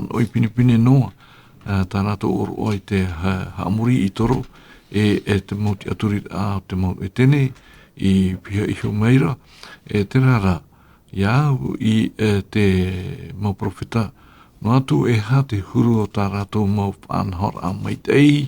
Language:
Tahitian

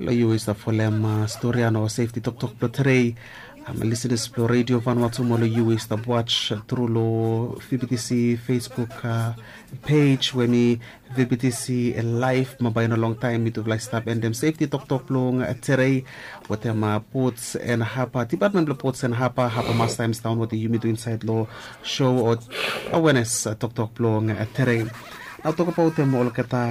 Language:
Bislama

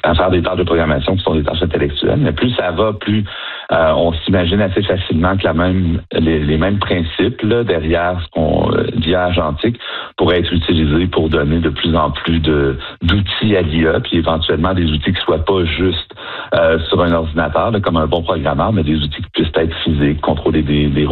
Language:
French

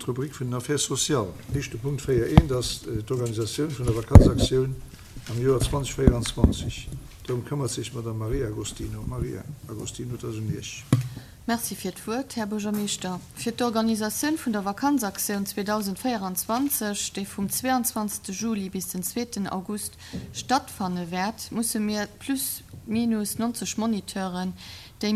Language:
Luxembourgish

